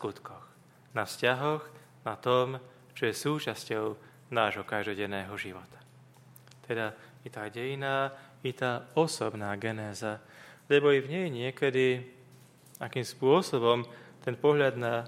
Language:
Slovak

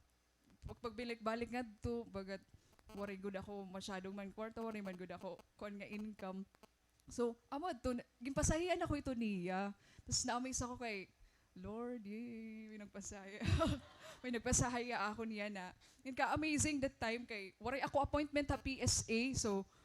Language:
Waray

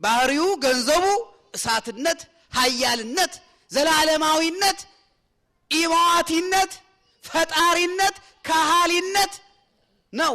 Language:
Amharic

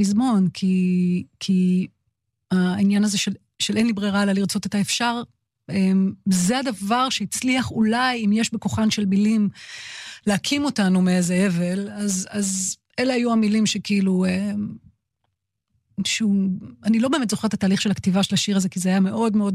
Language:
Hebrew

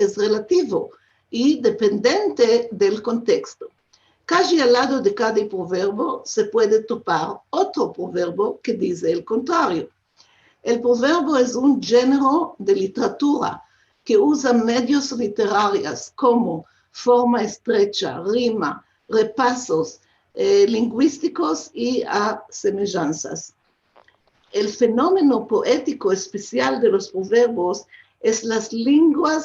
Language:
Ladino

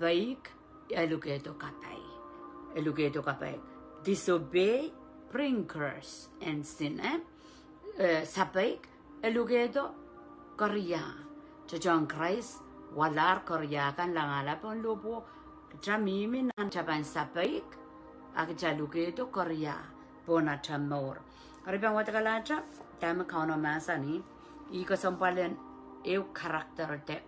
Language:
Pohnpeian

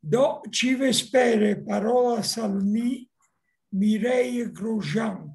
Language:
Esperanto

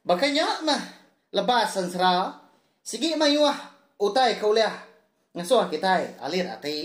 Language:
Iban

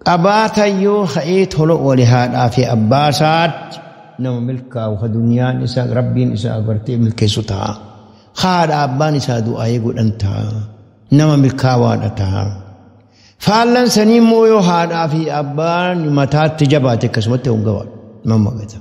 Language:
Oromo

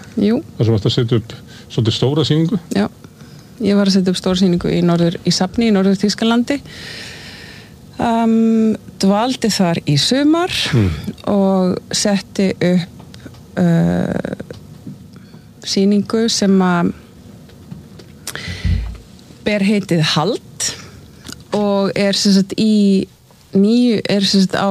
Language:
Icelandic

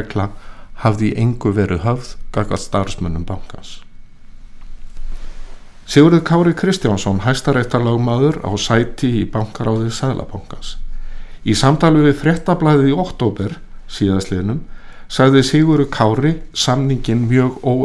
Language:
Icelandic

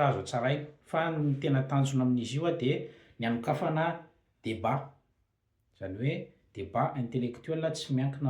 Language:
Malagasy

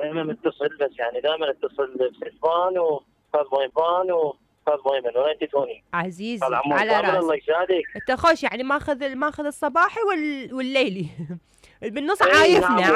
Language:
Mesopotamian Arabic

